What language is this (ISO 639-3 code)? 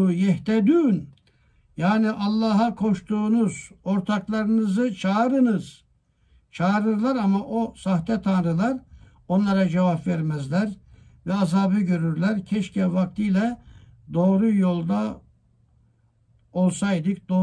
tur